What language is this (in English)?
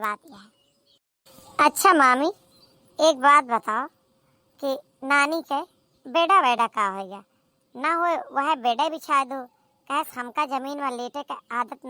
Awadhi